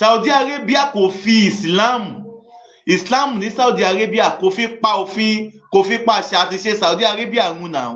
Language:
Yoruba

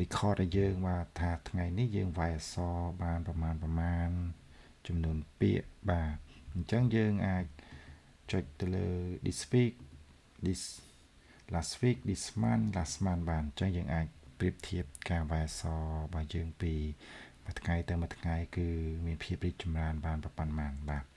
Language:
Khmer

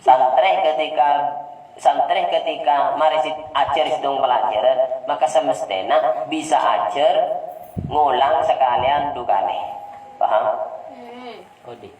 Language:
Madurese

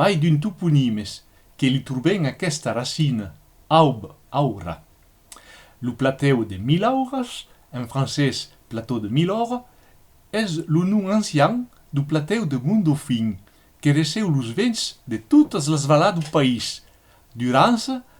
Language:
Occitan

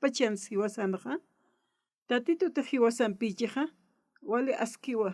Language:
Aymara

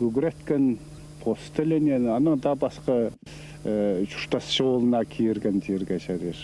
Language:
Khakas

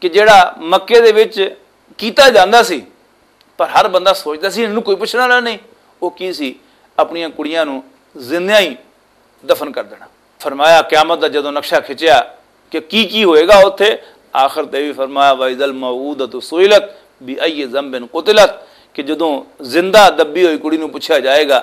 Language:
Western Panjabi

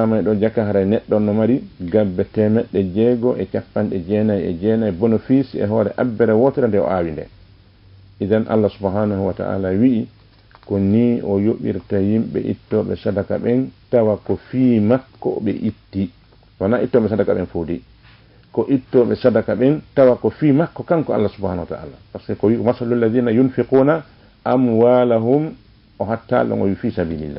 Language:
Fula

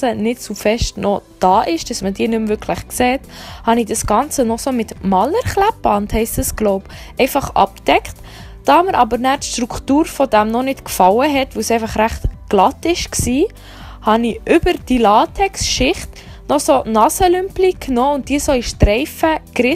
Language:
Swiss German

